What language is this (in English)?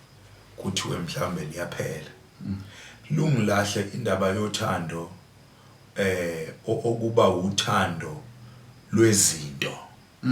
Zulu